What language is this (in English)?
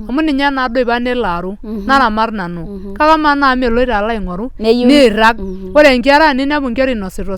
Masai